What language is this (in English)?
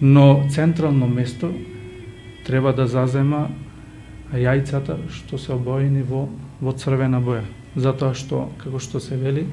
Macedonian